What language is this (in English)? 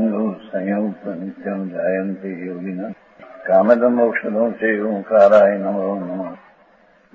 Gujarati